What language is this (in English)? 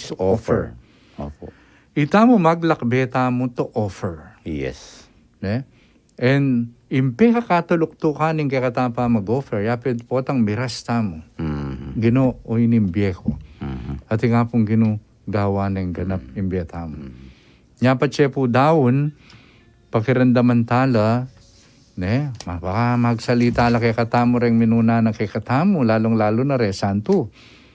Pampanga